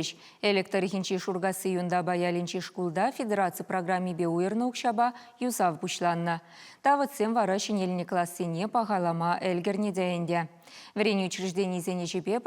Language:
Chuvash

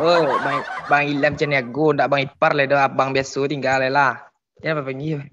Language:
Minangkabau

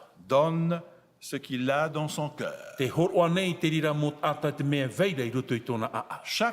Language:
Tahitian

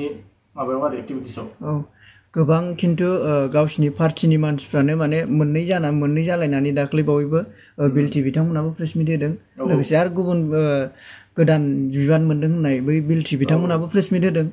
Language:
Bodo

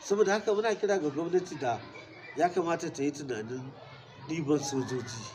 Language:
Hausa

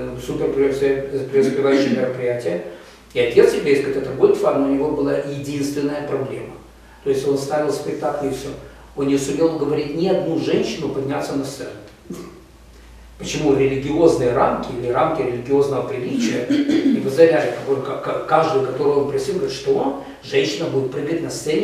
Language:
Russian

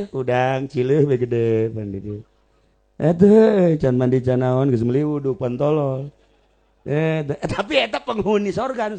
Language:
Sundanese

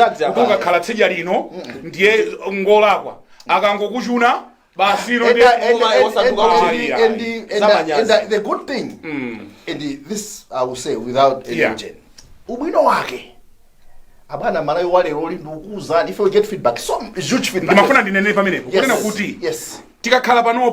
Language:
Nyanja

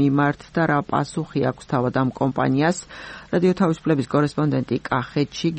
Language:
Georgian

